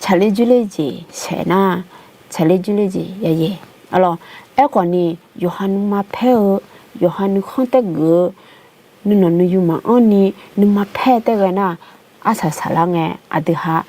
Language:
Akha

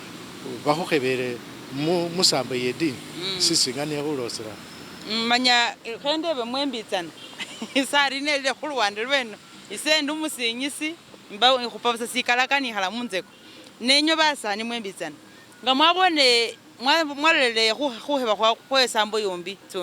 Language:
Masaaba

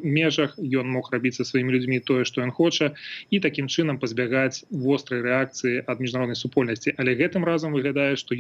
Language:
Belarusian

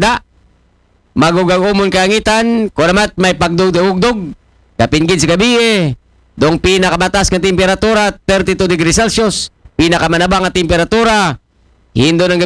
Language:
Aklanon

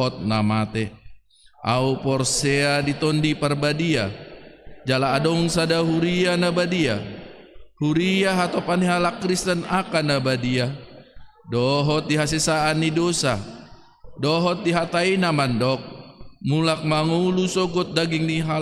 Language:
Batak Toba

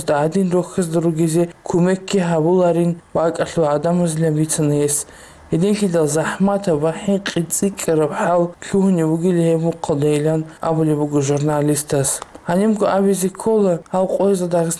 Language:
Avaric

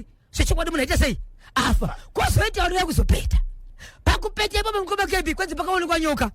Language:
Shona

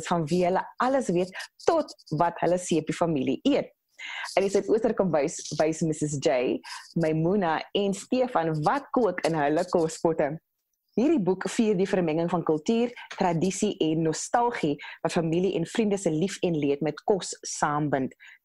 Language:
Afrikaans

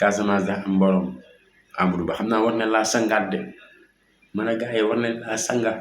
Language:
Wolof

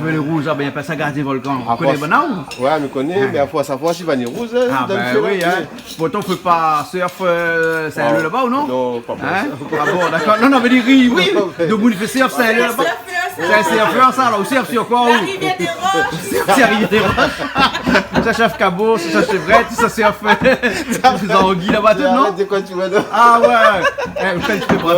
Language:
Réunion Creole French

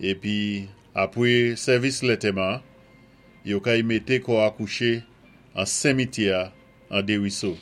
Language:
Saint Lucian Creole French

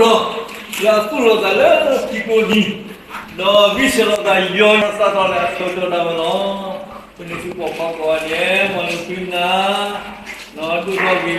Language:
S'gaw Karen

